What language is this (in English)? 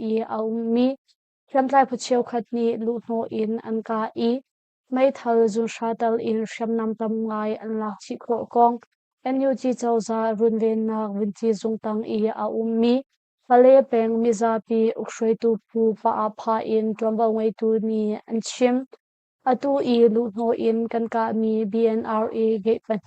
Hakha Chin